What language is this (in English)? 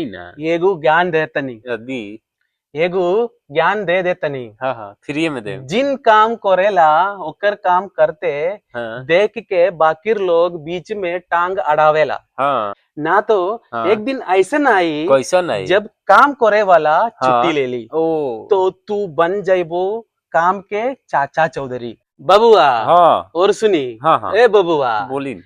Bhojpuri